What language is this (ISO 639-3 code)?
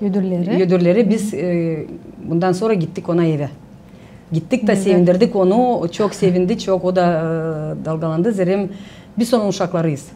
gag